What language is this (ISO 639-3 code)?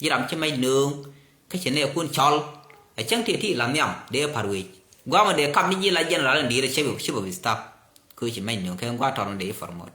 nus